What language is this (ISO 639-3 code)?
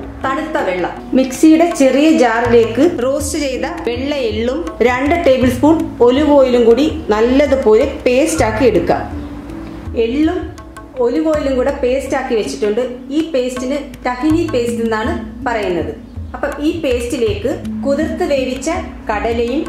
mal